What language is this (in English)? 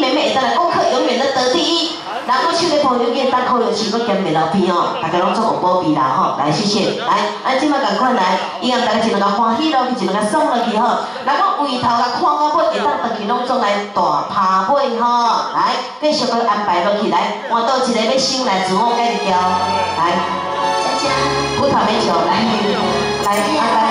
Min Nan Chinese